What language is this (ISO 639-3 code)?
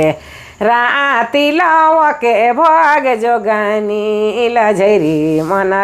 sck